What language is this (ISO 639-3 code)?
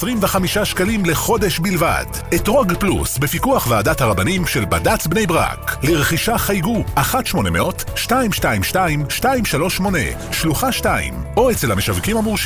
heb